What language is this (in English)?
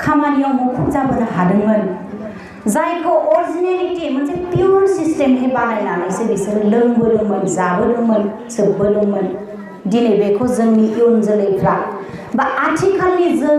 Bodo